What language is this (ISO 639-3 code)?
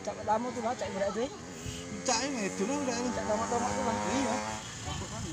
mui